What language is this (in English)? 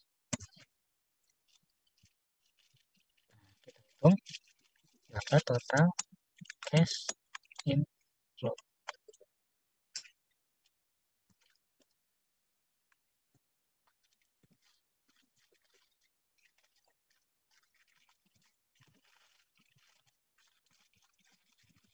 Indonesian